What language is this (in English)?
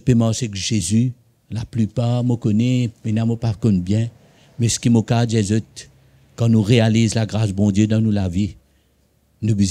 Morisyen